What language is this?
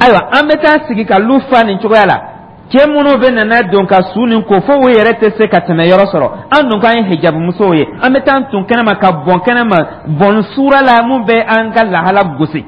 Dyula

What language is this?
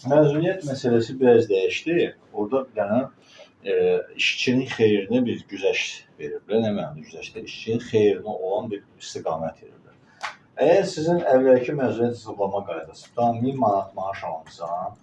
Azerbaijani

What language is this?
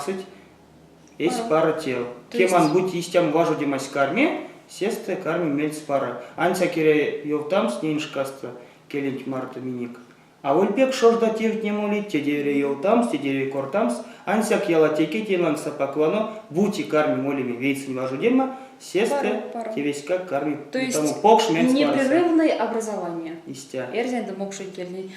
Erzya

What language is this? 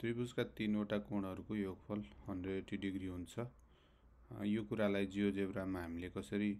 Nepali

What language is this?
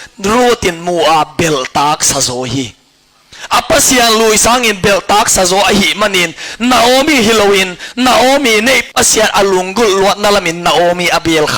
Tedim Chin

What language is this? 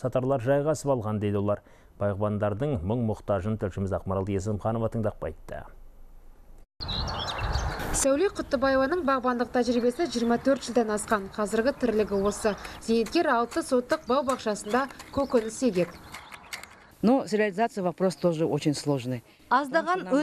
Kazakh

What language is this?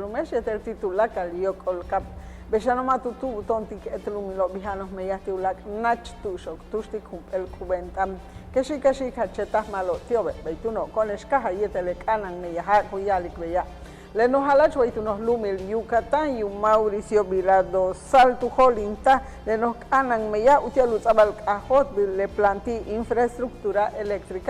Yucateco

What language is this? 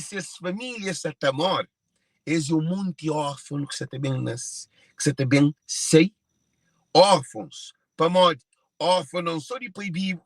Kabuverdianu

